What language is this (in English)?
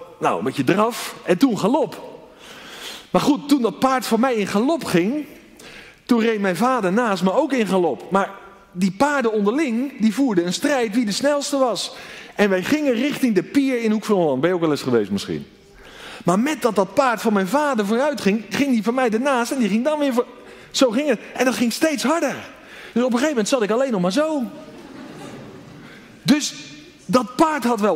Dutch